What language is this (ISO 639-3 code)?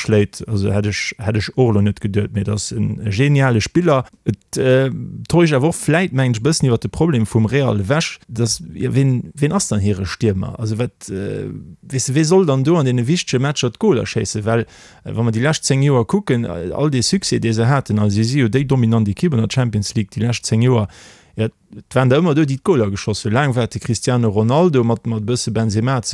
ltz